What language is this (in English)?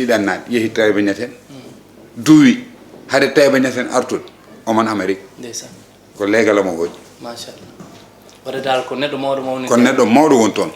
Fula